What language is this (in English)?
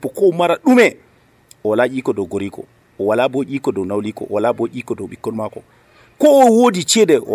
Nigerian Fulfulde